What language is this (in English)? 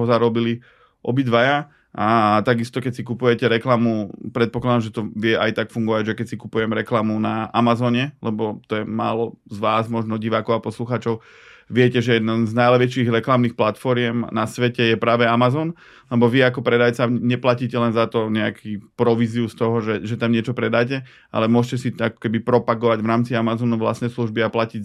Slovak